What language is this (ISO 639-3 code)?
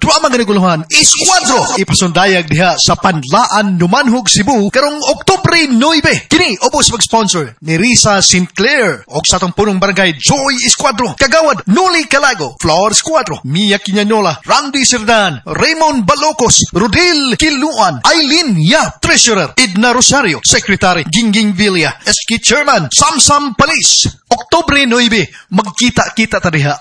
ceb